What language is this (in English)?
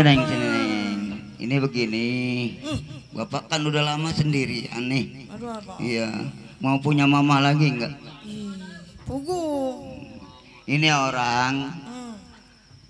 Betawi